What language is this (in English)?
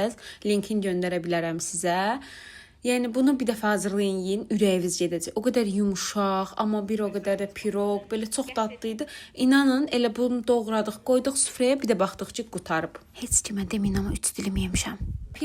Azerbaijani